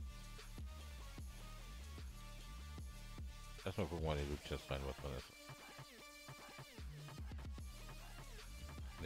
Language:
German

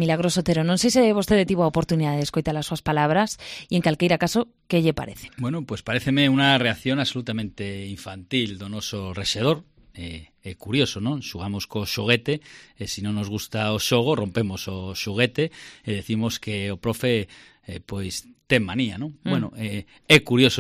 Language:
Galician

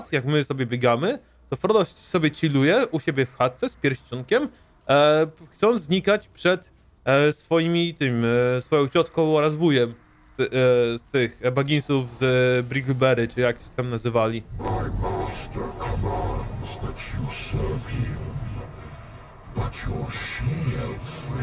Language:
Polish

